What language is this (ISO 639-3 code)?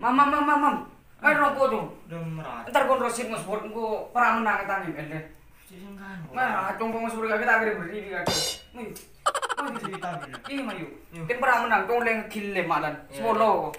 mad